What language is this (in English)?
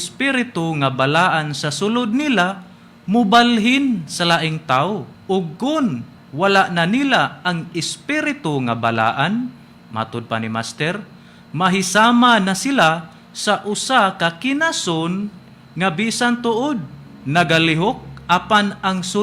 Cebuano